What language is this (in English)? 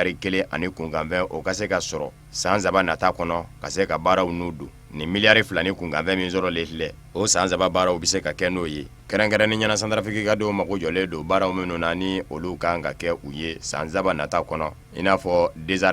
Bambara